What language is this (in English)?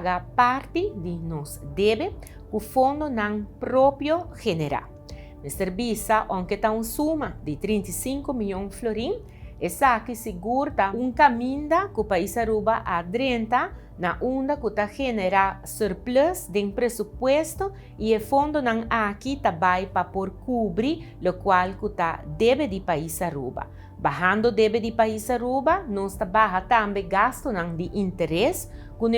Papiamento